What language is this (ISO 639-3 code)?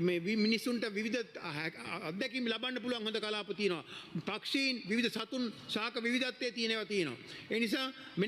sin